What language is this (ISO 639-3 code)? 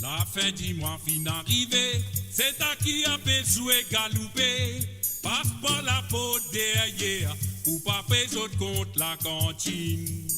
mfe